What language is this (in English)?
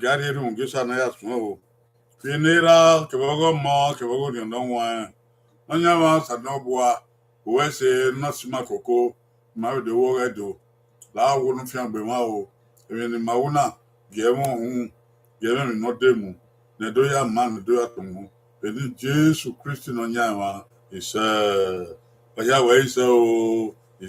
Bini